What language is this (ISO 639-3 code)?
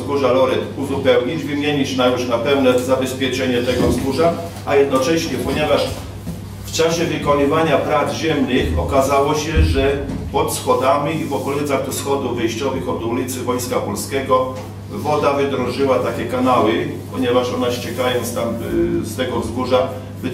pol